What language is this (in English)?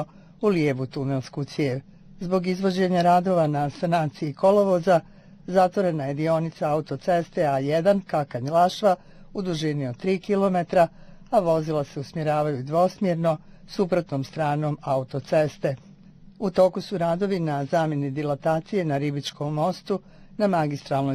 Bosnian